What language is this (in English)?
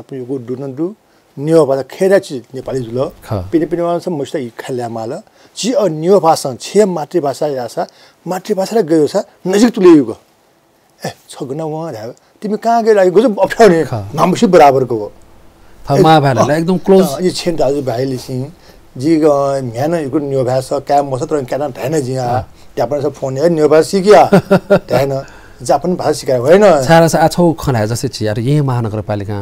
Newari